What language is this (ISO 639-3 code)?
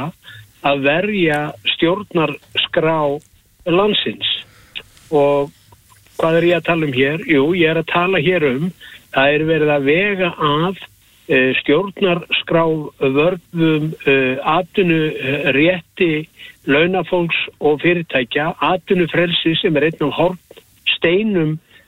isl